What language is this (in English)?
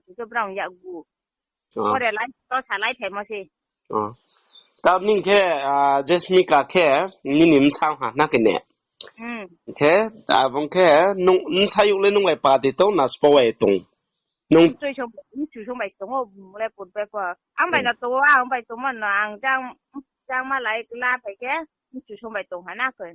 Riang (India)